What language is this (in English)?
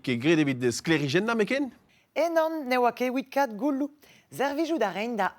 Breton